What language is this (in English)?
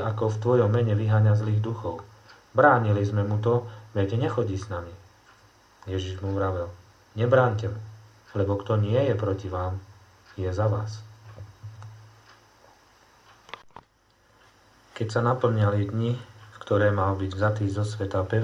Slovak